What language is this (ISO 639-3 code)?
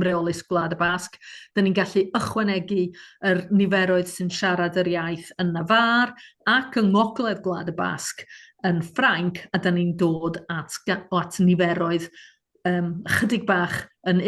cym